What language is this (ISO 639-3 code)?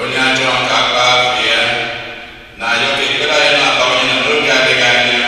ibo